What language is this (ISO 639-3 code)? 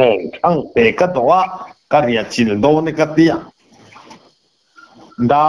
lus